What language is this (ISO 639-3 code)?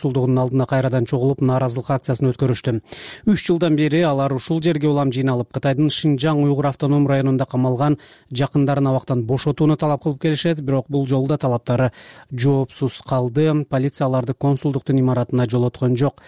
kir